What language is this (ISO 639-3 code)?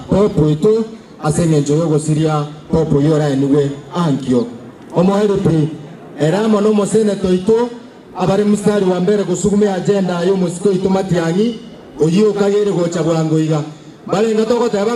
guz